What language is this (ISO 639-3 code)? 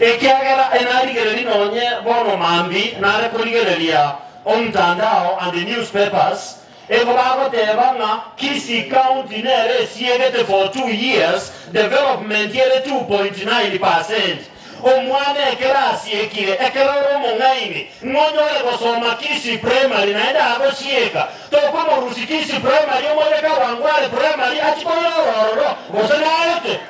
guz